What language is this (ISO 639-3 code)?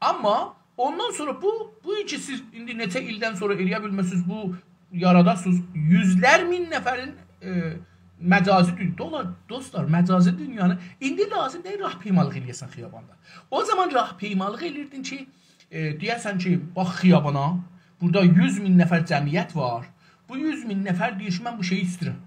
azb